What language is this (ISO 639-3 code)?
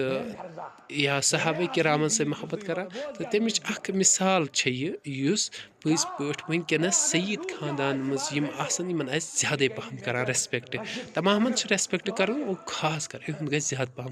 kas